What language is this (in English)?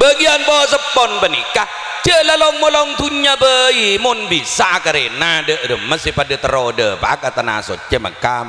Madurese